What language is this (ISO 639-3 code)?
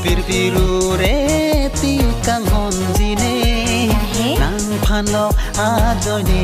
mjw